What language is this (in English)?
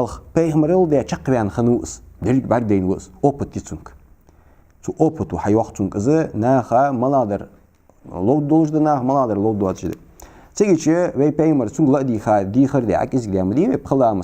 Ingush